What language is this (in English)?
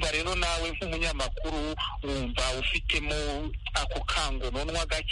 Kinyarwanda